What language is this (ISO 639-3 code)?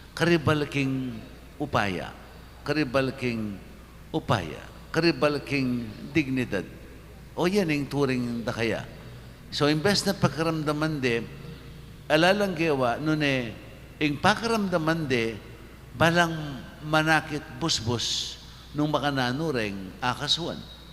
pam